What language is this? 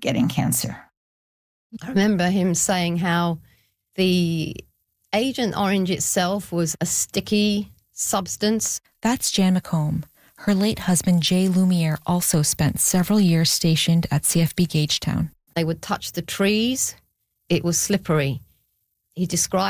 English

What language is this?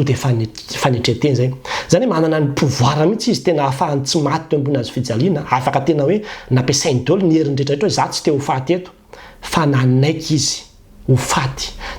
Malagasy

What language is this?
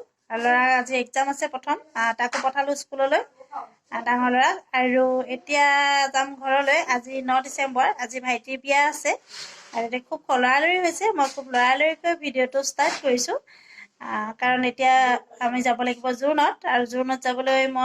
Assamese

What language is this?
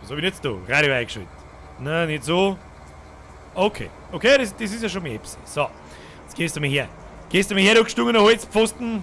Bavarian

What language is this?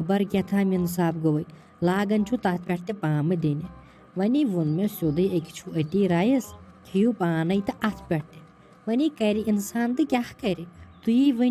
Kashmiri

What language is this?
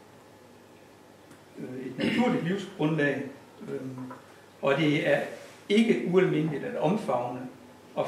Danish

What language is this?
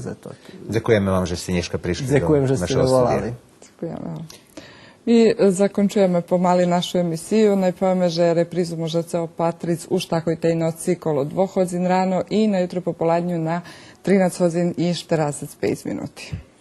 Rusyn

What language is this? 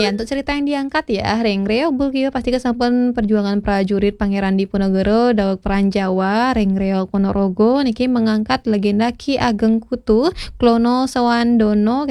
Balinese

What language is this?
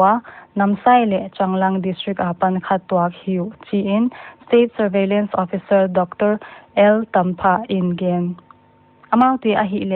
Paite Chin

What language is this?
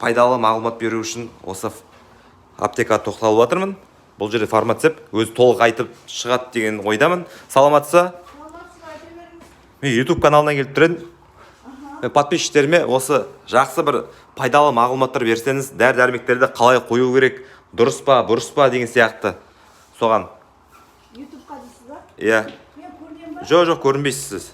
Kazakh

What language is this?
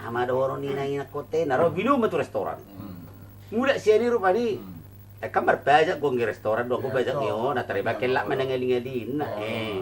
Batak Toba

